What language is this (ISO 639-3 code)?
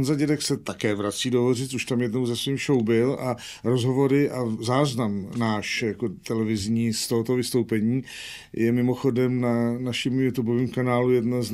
ces